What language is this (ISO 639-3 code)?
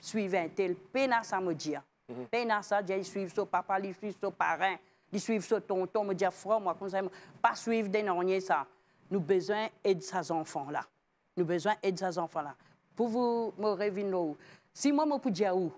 mfe